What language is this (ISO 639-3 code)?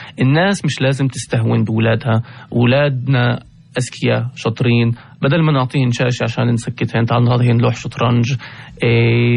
apc